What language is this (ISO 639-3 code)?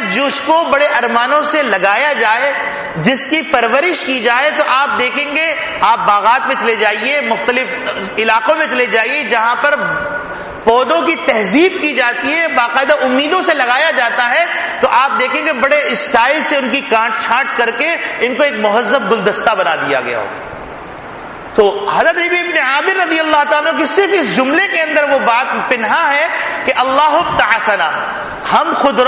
urd